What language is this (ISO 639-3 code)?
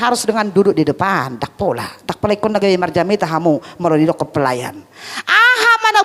bbc